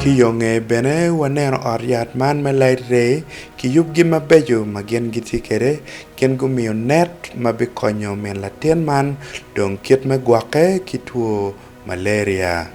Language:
Acoli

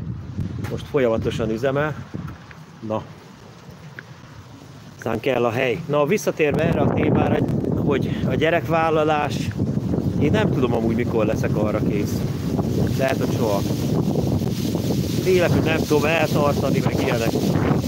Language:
Hungarian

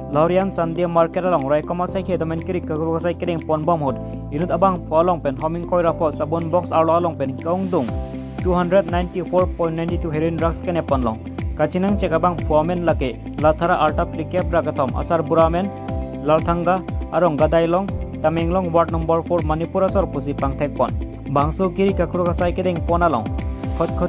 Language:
Karbi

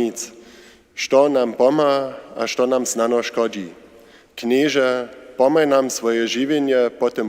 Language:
Upper Sorbian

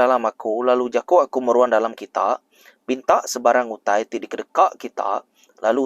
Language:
Iban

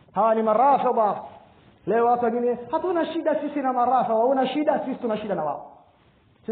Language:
Swahili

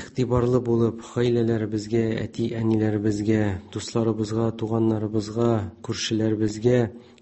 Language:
Tatar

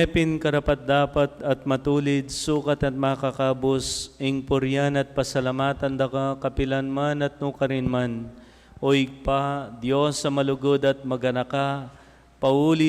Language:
Pampanga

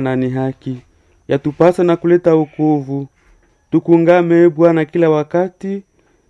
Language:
Swahili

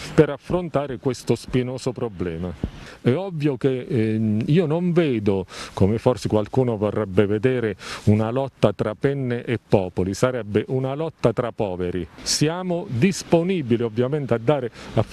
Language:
Italian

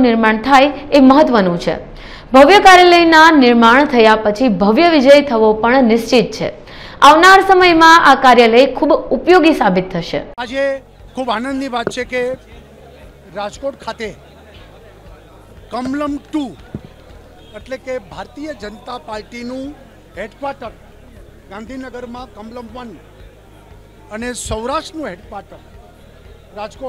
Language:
Gujarati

